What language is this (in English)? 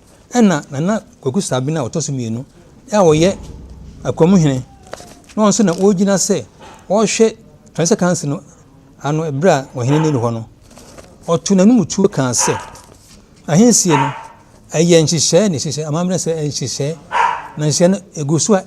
Akan